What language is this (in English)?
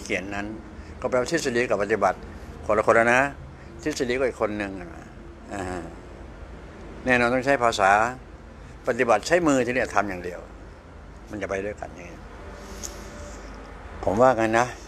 Thai